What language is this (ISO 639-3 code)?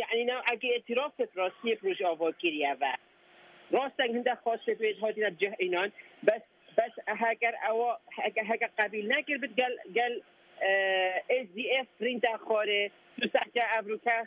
kur